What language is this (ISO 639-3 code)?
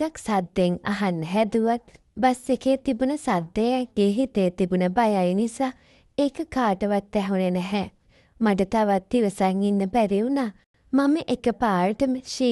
sin